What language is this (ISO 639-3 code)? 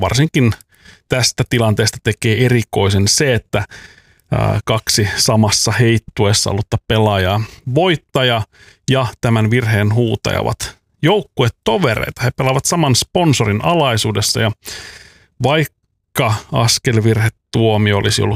fin